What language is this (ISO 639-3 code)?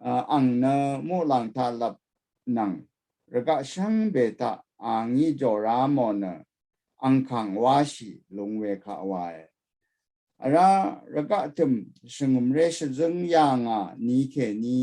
raw